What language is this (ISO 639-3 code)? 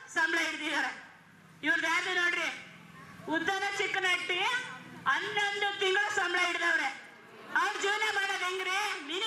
kan